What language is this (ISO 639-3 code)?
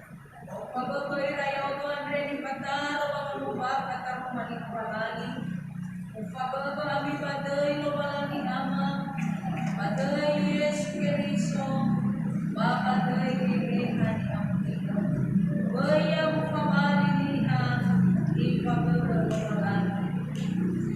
nia